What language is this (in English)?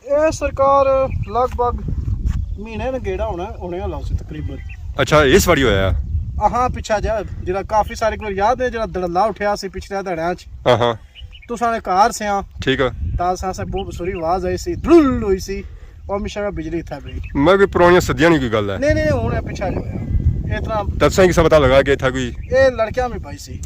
Pahari-Potwari